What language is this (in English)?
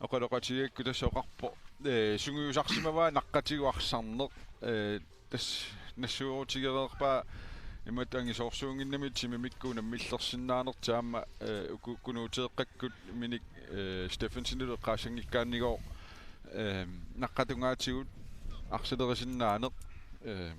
Kalaallisut